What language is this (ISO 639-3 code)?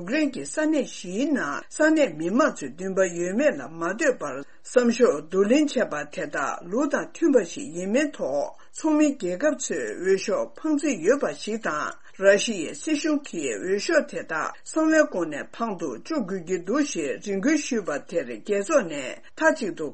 bod